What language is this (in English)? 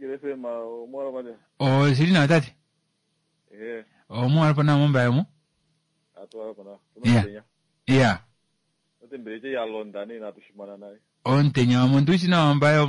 Kuanyama